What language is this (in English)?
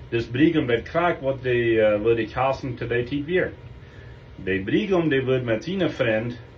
Plautdietsch